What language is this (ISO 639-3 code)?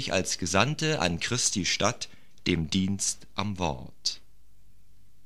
deu